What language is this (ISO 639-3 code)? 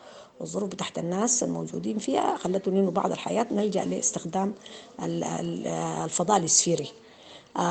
apd